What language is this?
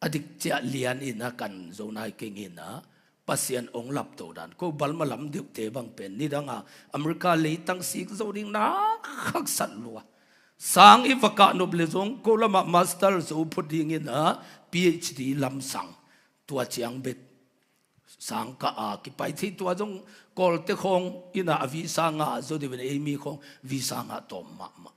Tedim Chin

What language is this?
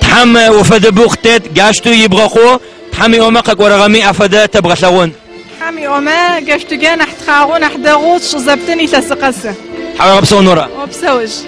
Adyghe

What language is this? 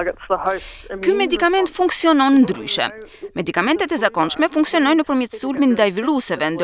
Albanian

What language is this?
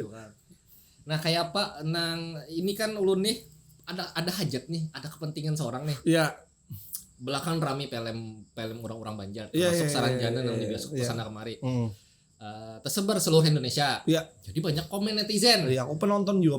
Banjar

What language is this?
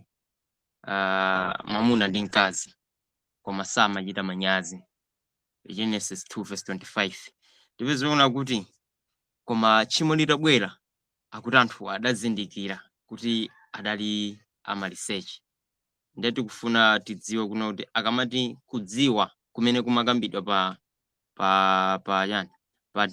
Nyanja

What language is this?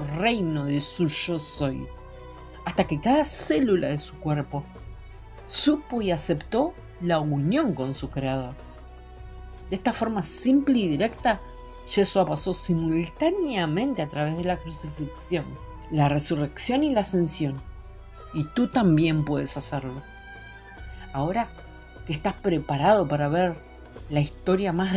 Spanish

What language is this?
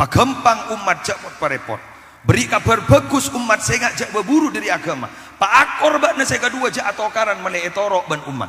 Madurese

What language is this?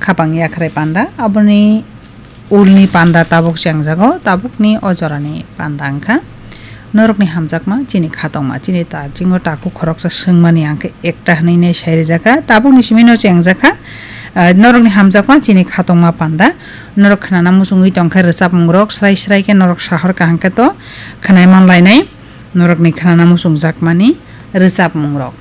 Kok Borok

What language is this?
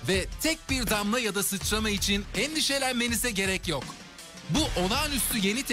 Turkish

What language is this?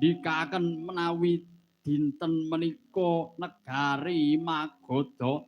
Javanese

